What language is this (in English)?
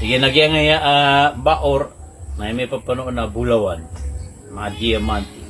Maranao